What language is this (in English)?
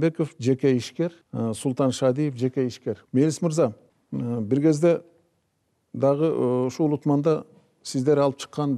Kyrgyz